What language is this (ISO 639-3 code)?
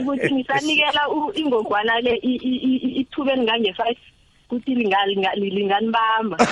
nbl